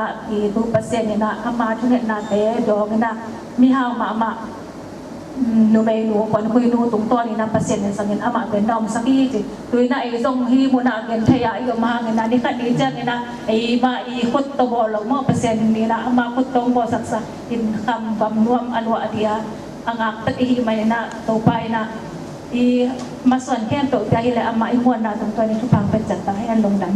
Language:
Tedim Chin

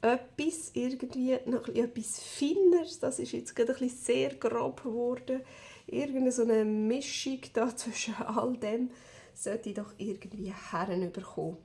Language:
Swiss German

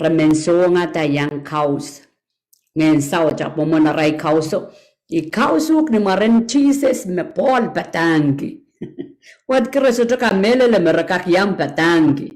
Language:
Pohnpeian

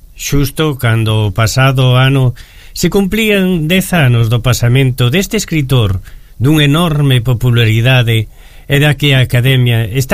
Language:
Galician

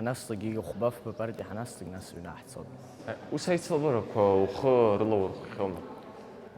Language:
Abkhazian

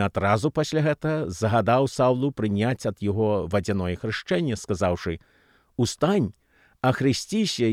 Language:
Belarusian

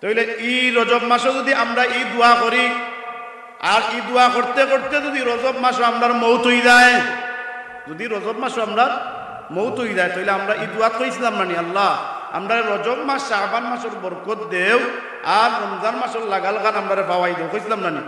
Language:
Sylheti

